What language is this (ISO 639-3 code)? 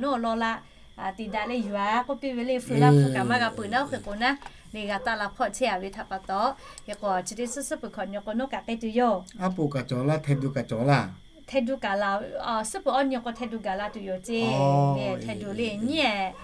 lhu